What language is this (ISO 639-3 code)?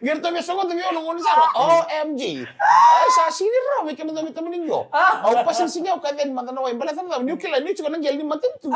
fij